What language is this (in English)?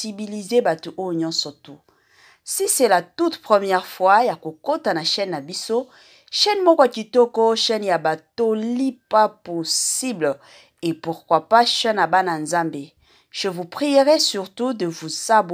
Lingala